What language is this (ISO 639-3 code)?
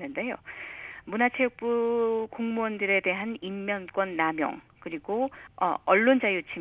kor